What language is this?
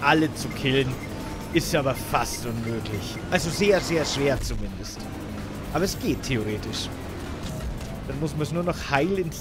German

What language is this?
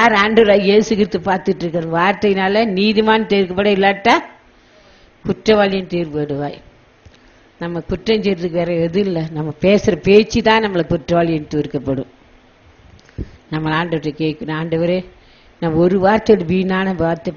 Tamil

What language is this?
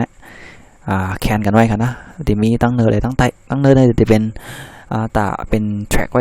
Shan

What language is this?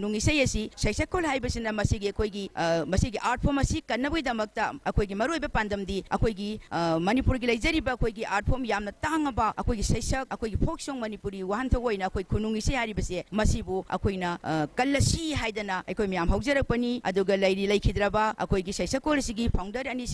Manipuri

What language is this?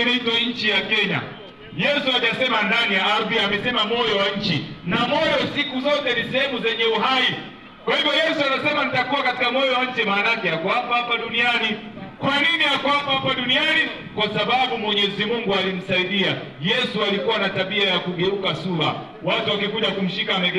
Swahili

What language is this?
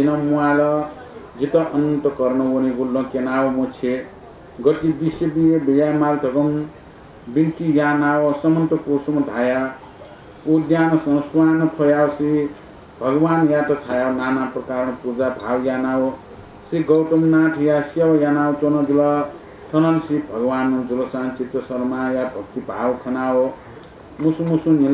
Newari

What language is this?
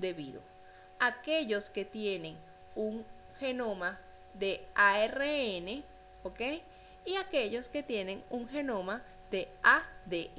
Spanish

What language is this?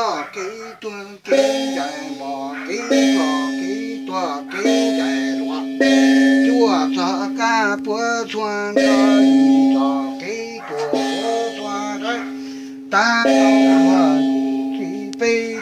Hmong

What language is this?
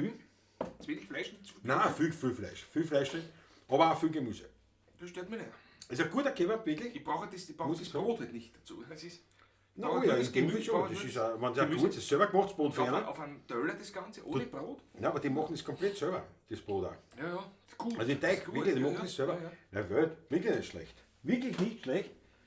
Bavarian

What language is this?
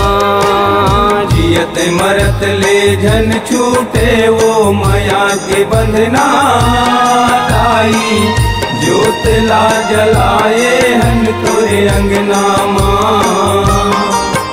Chhattisgarhi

